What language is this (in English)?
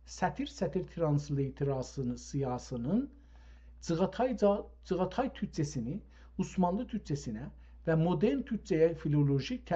South Azerbaijani